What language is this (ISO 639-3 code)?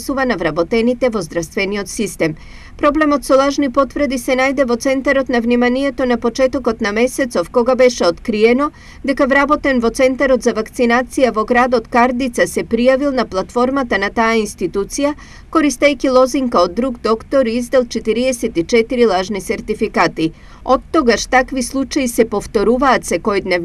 mkd